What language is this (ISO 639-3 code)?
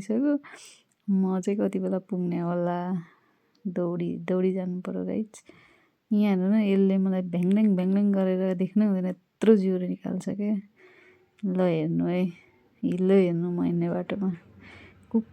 nep